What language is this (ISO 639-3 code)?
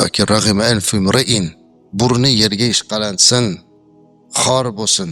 uzb